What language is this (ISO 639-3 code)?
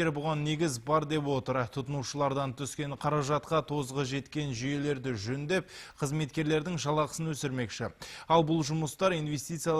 kaz